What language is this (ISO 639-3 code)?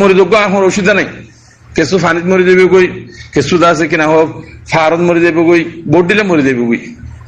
rhg